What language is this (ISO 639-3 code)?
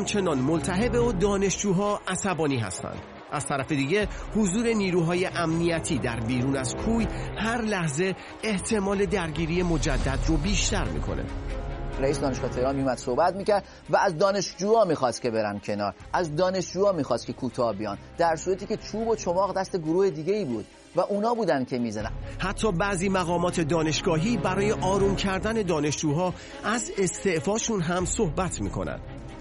fas